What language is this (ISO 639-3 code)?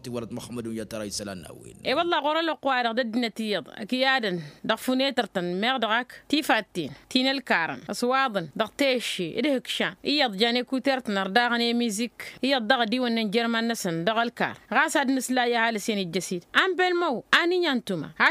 taq